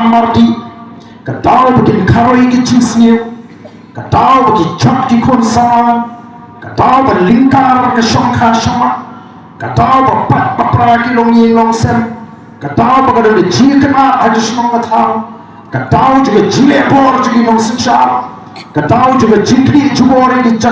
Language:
Khasi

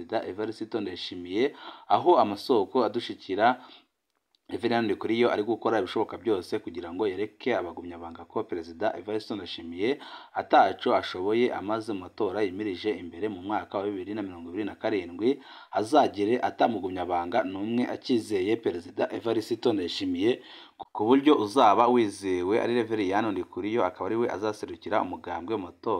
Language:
Rundi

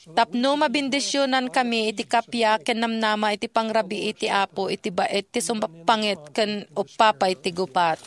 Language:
Iloko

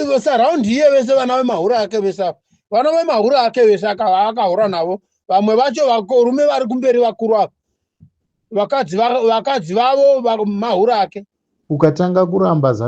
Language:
Shona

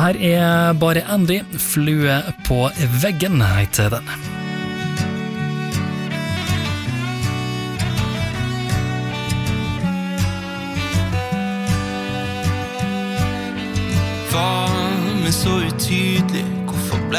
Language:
Norwegian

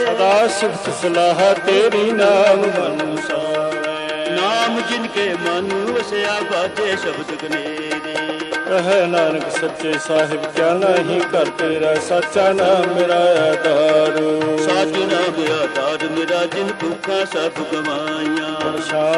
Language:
Punjabi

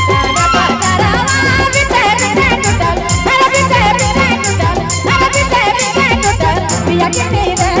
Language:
Sadri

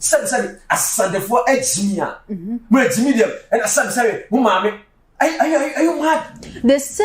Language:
Akan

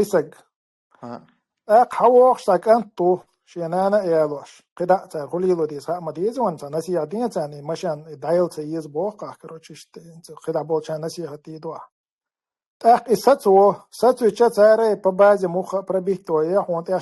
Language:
Chechen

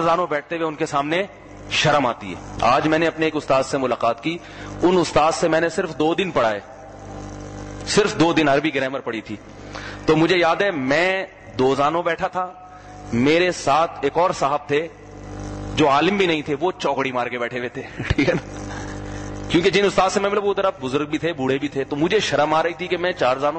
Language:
Urdu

